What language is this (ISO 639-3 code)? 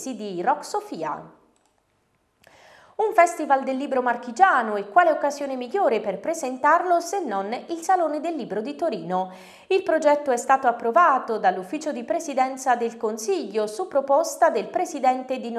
ita